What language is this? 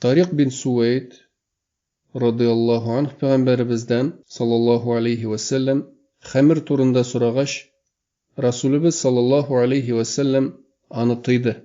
Tatar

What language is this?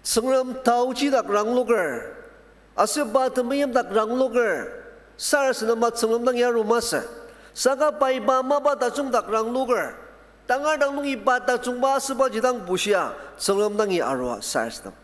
Ao Naga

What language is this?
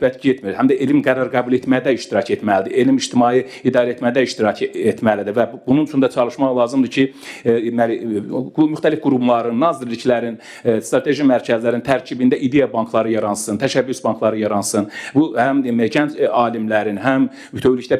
Azerbaijani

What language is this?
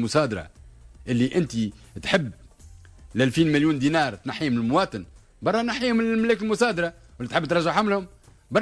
Tunisian Arabic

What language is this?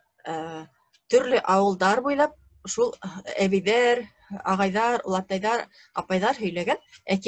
Bashkir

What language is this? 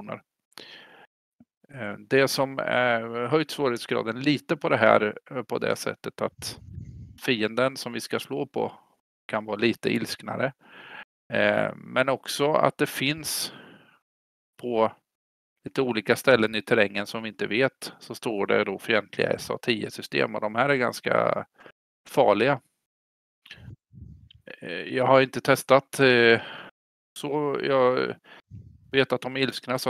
Swedish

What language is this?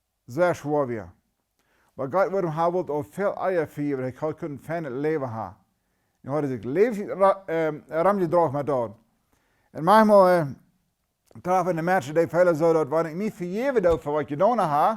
Plautdietsch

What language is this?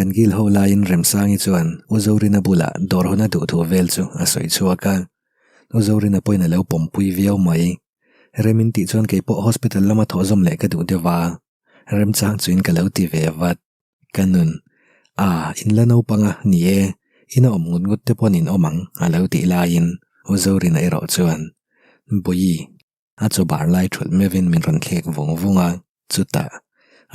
Mizo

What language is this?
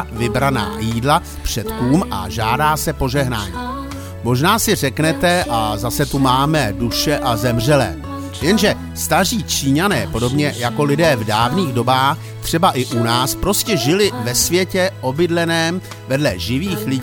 Czech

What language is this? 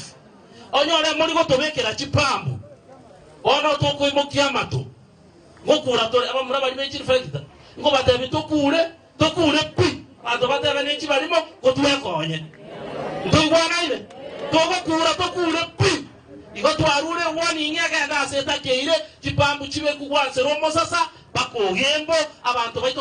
Gusii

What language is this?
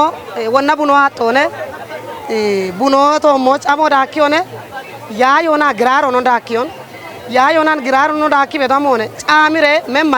Kafa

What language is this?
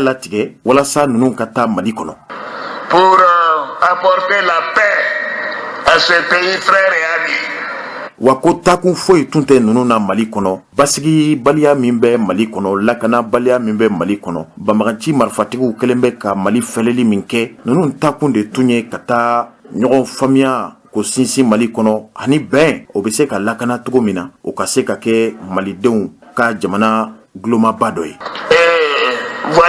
Bambara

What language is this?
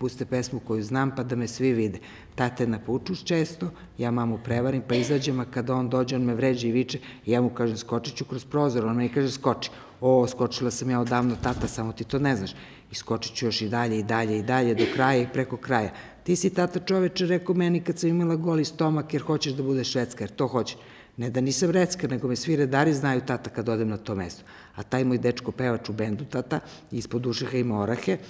Serbian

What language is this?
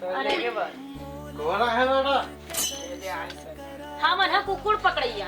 Chhattisgarhi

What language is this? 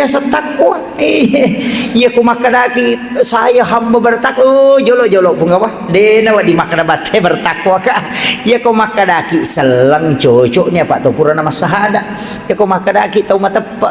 Buginese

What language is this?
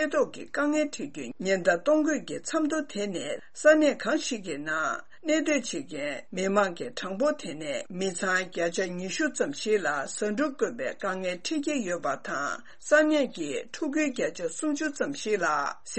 Tibetan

